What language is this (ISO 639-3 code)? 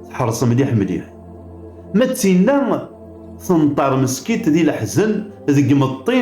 kab